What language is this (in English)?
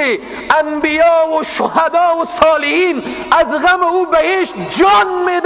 Persian